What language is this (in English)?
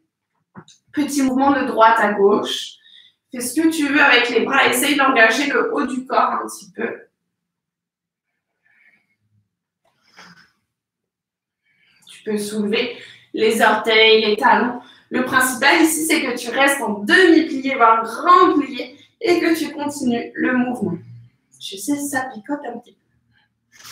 French